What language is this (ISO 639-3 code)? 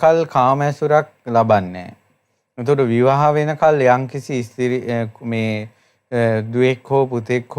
sin